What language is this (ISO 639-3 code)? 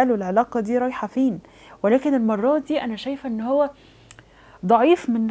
arz